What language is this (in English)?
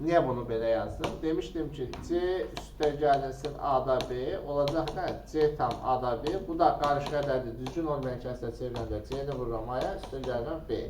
Azerbaijani